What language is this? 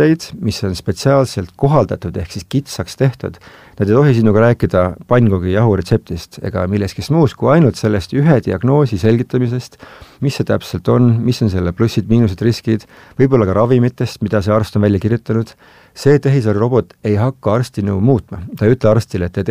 Estonian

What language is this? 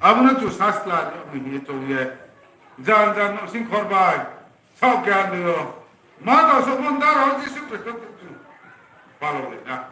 Riang (India)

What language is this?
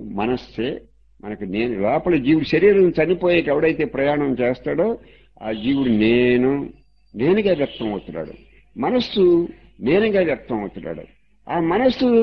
Telugu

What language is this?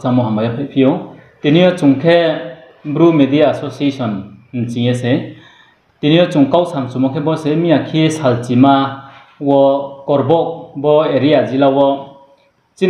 Riang (India)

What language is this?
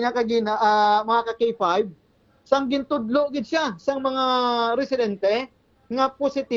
Hiligaynon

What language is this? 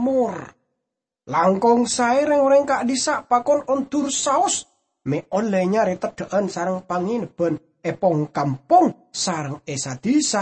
Madurese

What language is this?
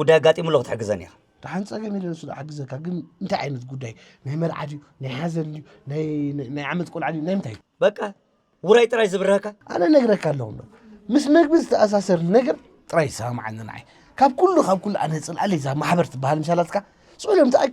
Tigrinya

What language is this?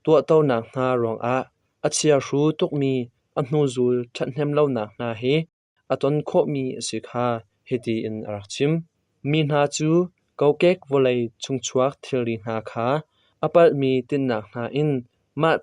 Hakha Chin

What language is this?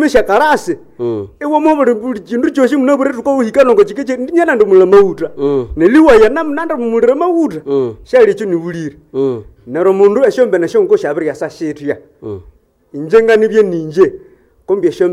Nande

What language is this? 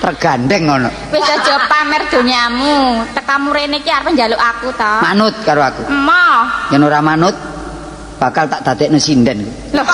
Javanese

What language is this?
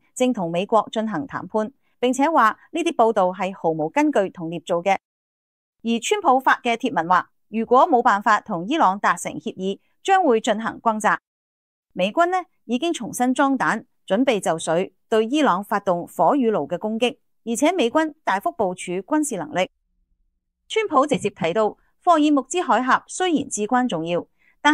Cantonese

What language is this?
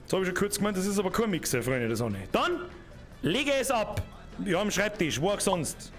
Bavarian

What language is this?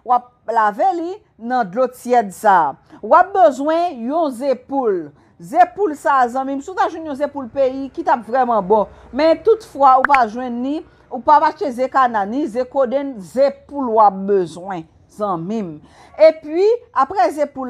Haitian Creole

